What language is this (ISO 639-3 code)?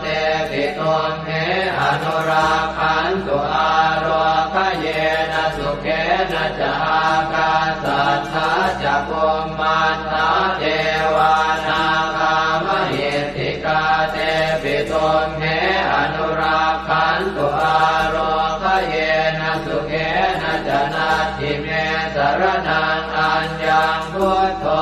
pli